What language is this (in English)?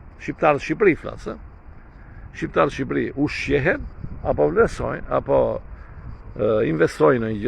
Albanian